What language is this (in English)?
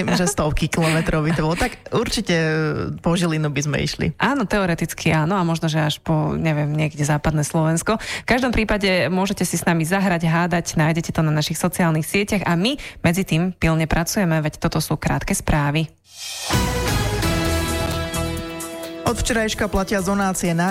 Slovak